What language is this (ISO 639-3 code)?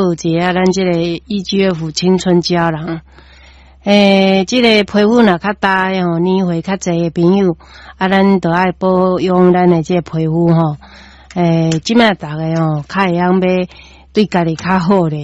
nan